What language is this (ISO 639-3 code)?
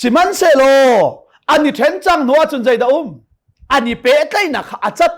cnh